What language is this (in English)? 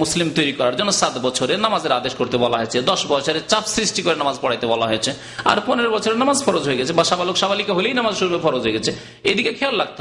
Bangla